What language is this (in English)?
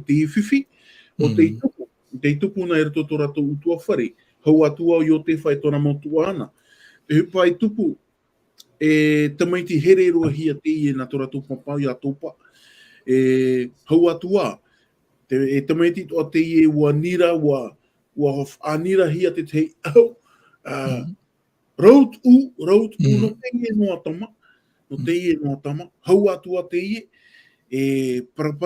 Tahitian